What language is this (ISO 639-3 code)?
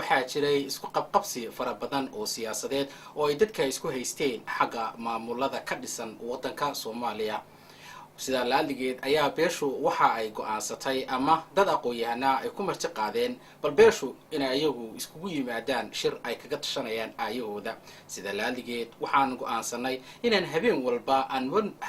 som